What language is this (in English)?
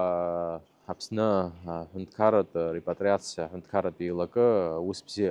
Abkhazian